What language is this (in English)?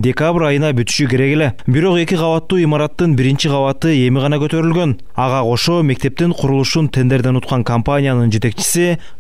Kyrgyz